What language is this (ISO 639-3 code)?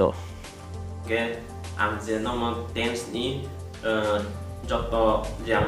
trp